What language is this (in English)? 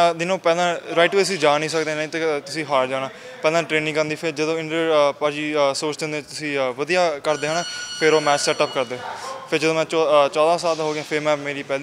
Punjabi